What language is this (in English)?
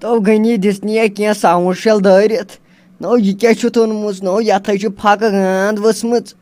Kashmiri